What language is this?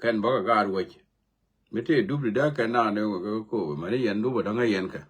Nuer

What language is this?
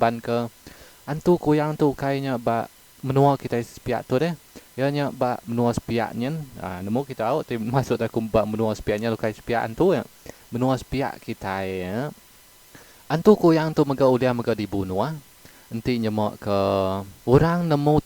Iban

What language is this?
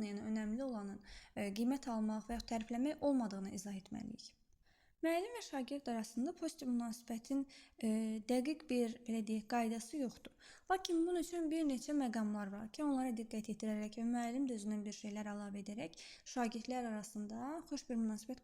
Azerbaijani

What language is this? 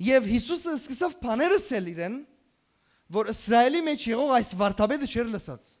Western Armenian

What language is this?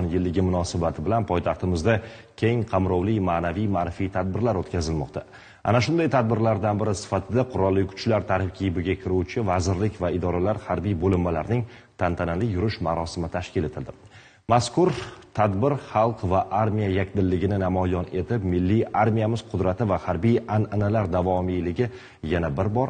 Uzbek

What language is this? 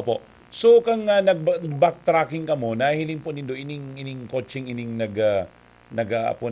Bikol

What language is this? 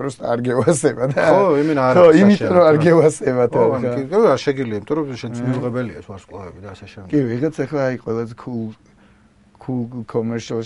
Georgian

